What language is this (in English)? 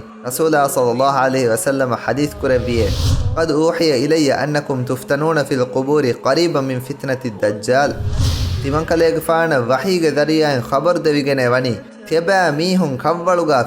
Divehi